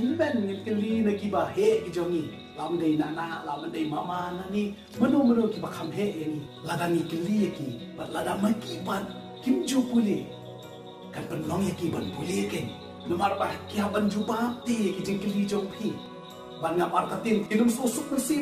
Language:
Khasi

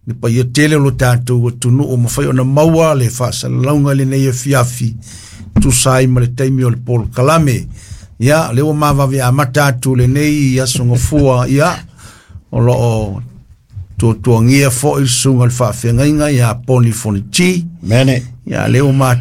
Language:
Samoan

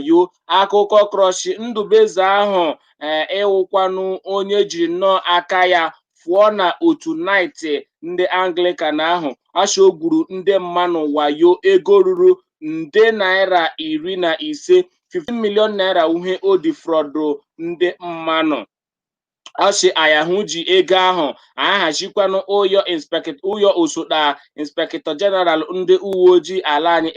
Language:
Igbo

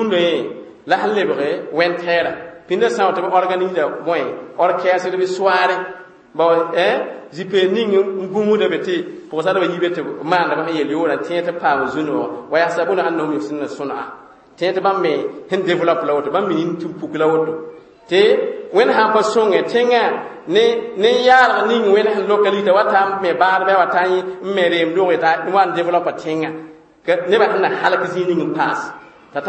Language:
Mossi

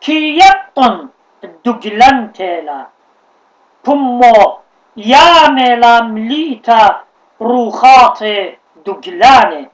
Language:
Assyrian Neo-Aramaic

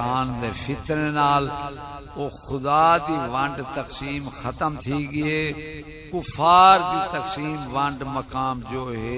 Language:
Saraiki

